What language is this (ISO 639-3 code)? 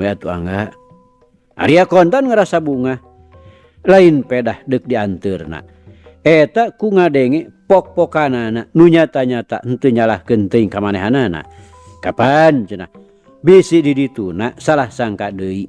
sun